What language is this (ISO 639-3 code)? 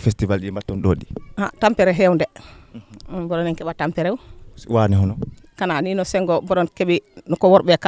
ful